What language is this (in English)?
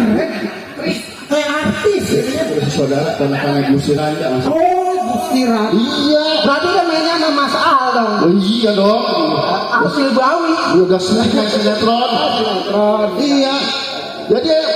Betawi